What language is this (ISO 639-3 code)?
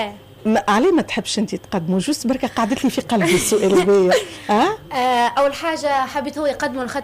aeb